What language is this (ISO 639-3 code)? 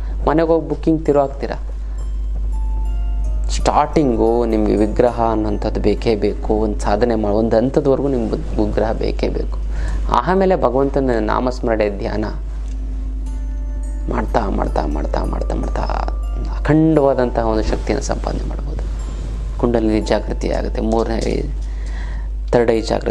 kan